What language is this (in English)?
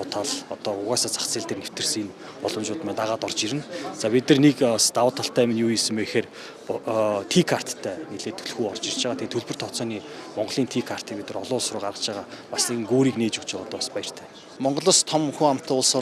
Mongolian